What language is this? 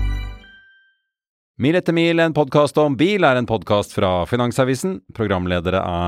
Norwegian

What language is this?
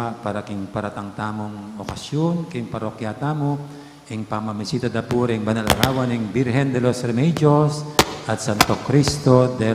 Pampanga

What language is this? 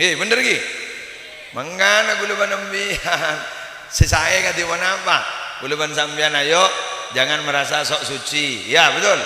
Madurese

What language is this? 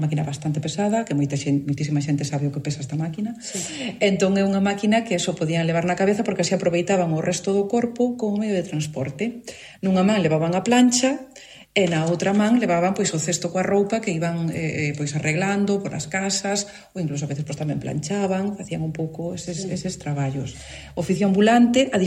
Galician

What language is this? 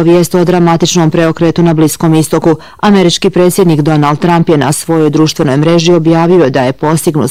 Bosnian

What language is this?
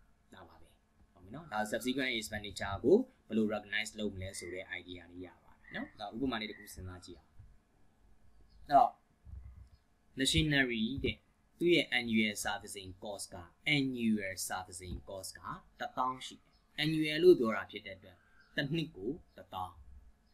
Burmese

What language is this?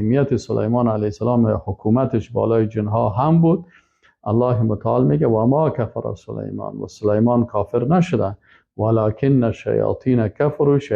Persian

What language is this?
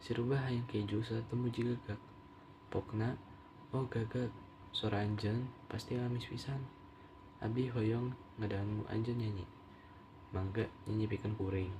Sundanese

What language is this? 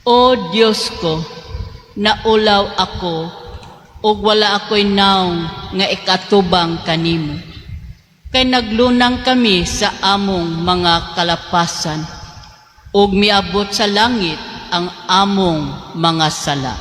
Cebuano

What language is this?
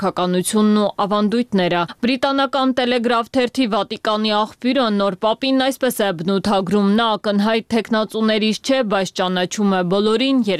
Armenian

